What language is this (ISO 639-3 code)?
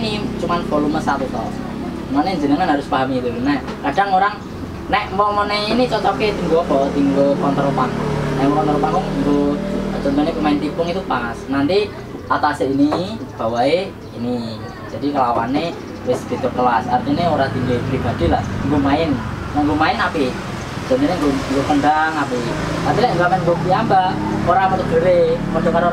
ind